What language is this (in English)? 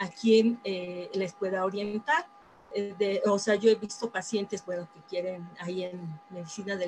Spanish